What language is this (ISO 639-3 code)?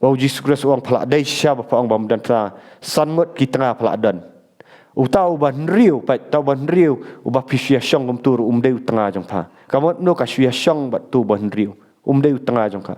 kha